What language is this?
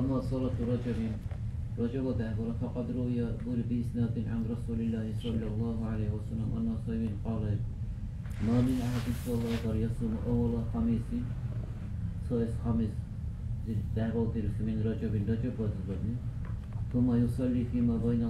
Dargwa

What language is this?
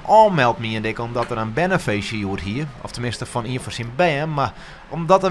Western Frisian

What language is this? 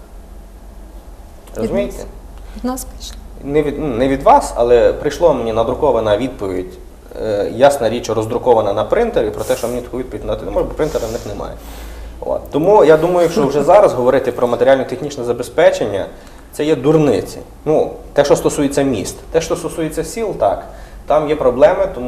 Ukrainian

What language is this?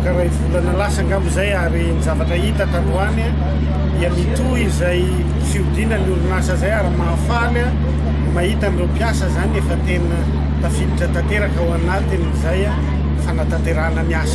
Malagasy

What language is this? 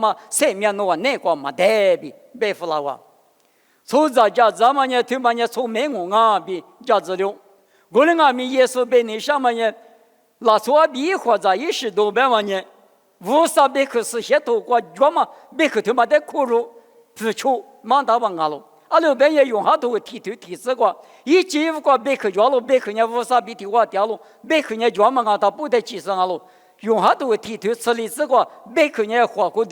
Lisu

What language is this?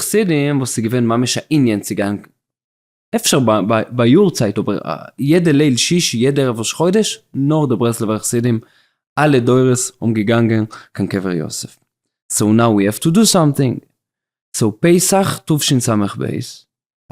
Yiddish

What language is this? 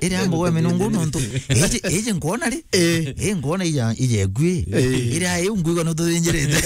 Meru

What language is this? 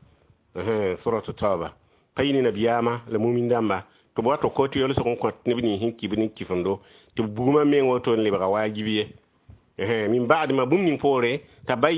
Mossi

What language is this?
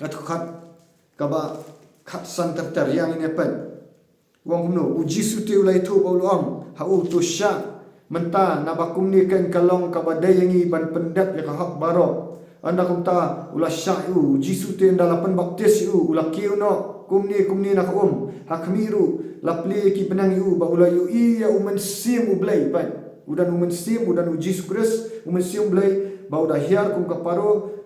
Khasi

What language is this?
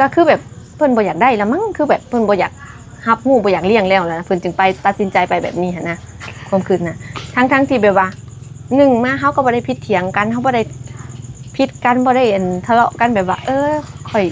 Northeastern Thai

